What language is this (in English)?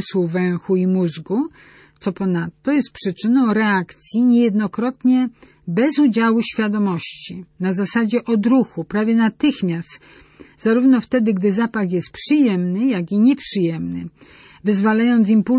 Polish